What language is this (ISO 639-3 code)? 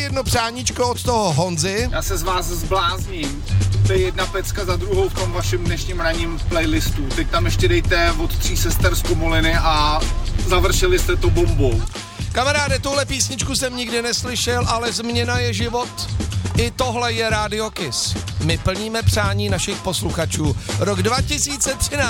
ces